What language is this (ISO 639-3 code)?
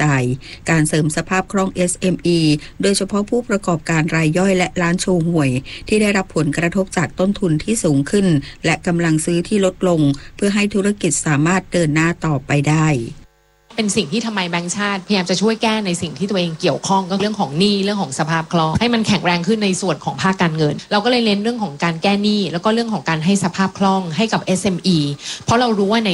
tha